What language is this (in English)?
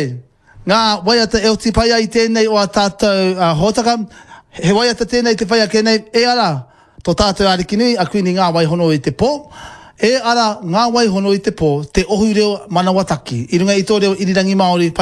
Māori